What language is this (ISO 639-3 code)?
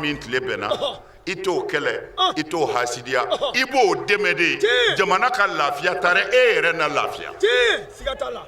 bam